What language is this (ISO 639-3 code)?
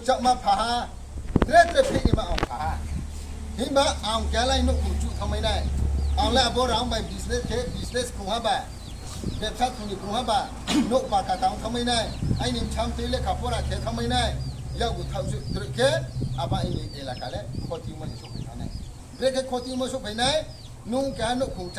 ria